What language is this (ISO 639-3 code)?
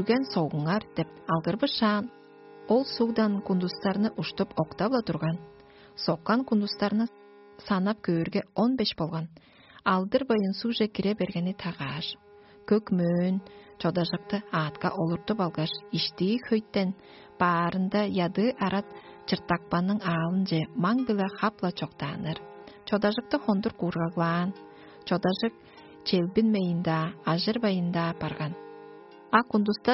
tyv